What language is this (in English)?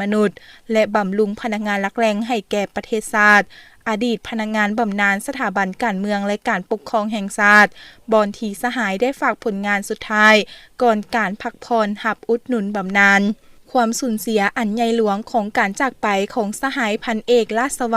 Lao